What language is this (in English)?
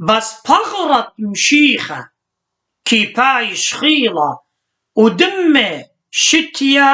Assyrian Neo-Aramaic